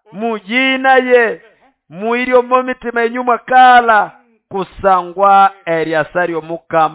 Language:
Nande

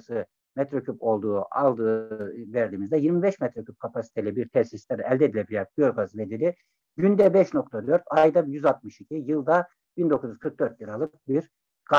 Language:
Turkish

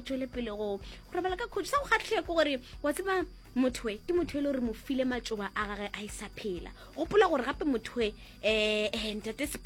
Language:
Northern Sotho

